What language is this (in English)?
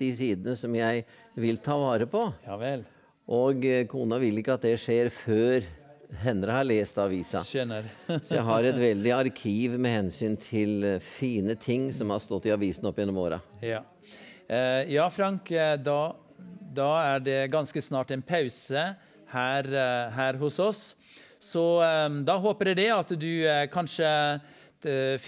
Norwegian